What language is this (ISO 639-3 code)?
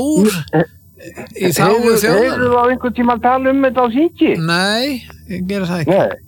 isl